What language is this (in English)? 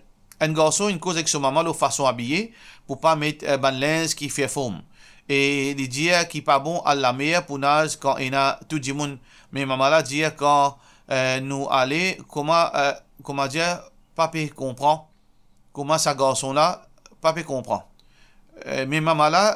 Morisyen